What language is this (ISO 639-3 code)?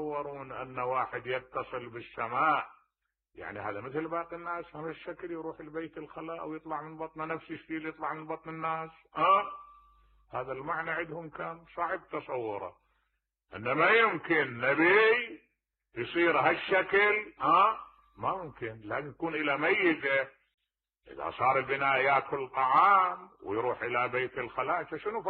acm